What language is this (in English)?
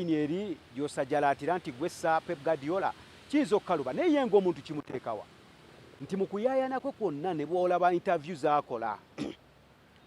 Ganda